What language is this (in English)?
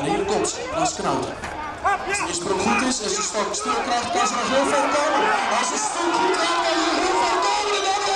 Western Frisian